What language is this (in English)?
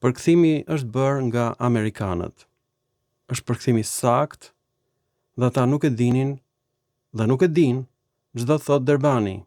Albanian